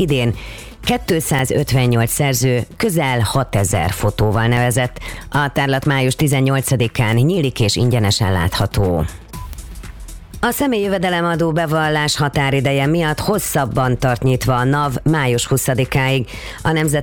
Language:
Hungarian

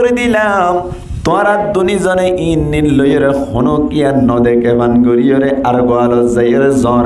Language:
Rohingya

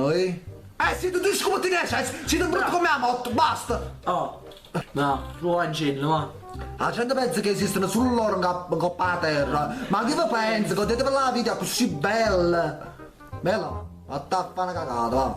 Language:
Neapolitan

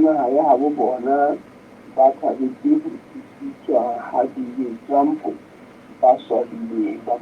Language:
Southern Sotho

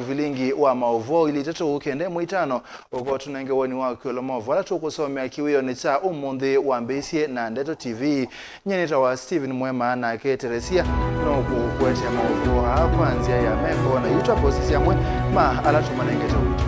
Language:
Kamba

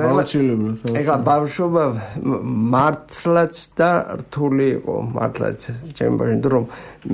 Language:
Georgian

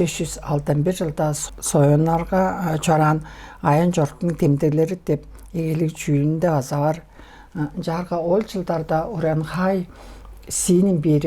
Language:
Tuvinian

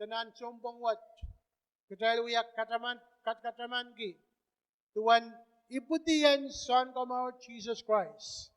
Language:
Pohnpeian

